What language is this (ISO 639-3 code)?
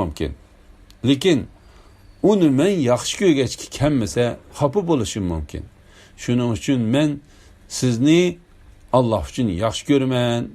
uig